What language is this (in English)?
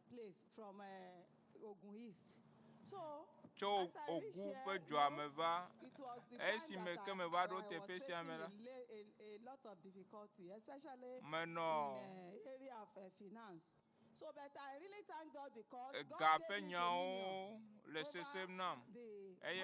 Ewe